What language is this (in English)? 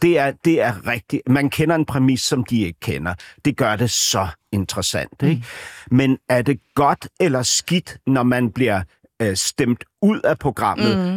Danish